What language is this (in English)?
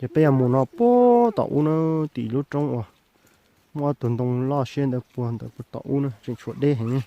Hmong